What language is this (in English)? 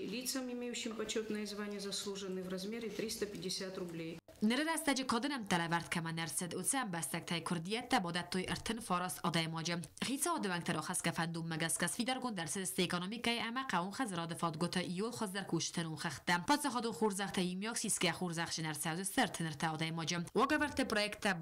Ossetic